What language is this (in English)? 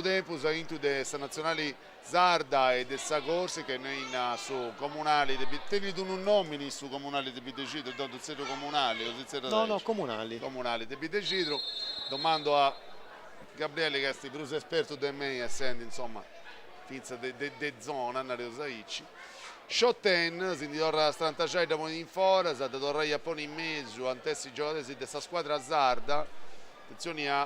Sardinian